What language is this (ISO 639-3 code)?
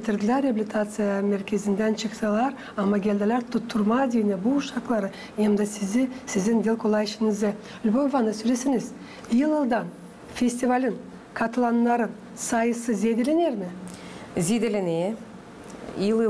gag